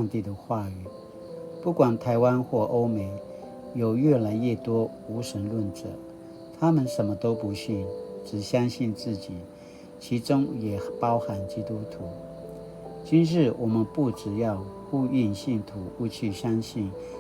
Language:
Paiwan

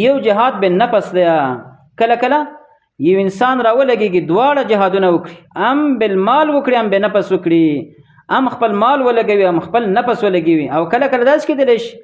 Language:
Pashto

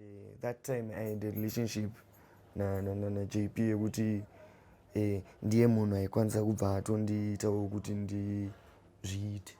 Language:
Shona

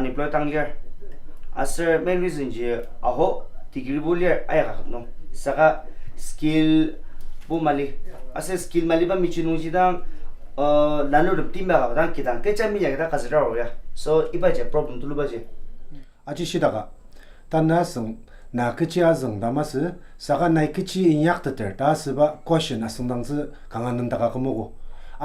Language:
Ao Naga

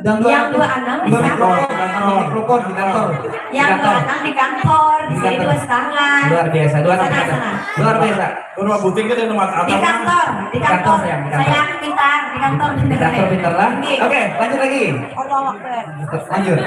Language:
Banjar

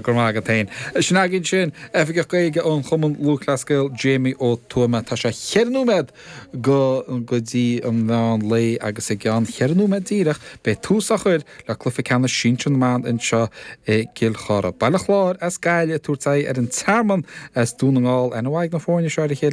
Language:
Irish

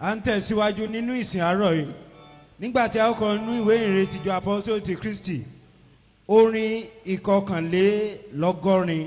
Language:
Yoruba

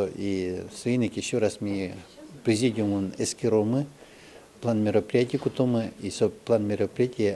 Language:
Udmurt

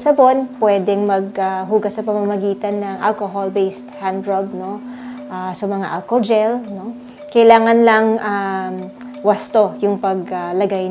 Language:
Filipino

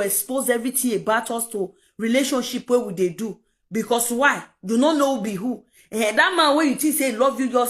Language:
Nigerian Pidgin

